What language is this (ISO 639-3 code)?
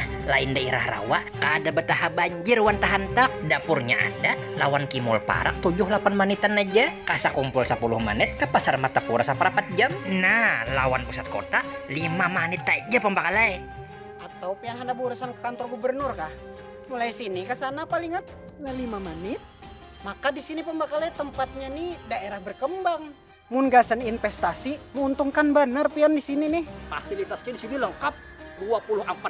bjn